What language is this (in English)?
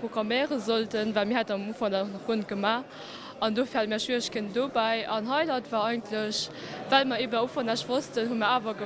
Luxembourgish